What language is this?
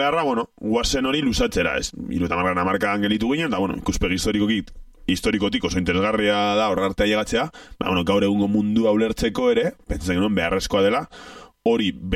Basque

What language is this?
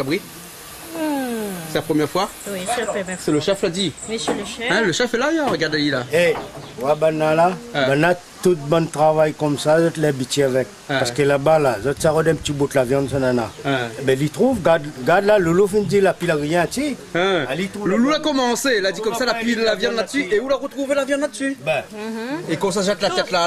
Réunion Creole French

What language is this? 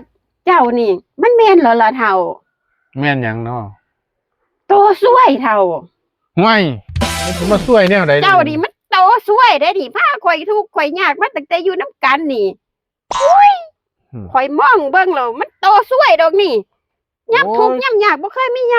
Northeastern Thai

